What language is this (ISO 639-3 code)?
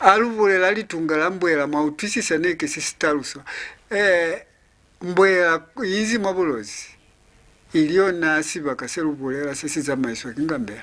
loz